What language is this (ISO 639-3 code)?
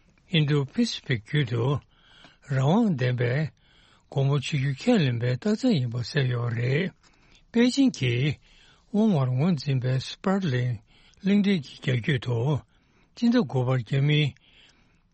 bod